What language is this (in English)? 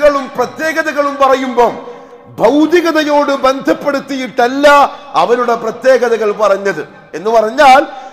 Malayalam